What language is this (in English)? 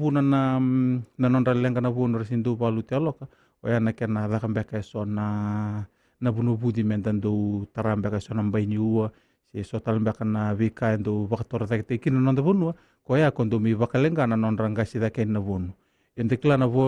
Fijian